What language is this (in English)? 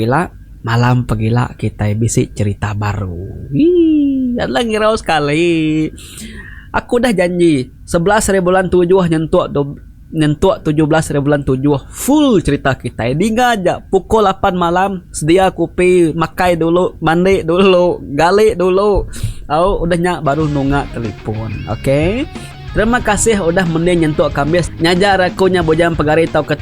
Iban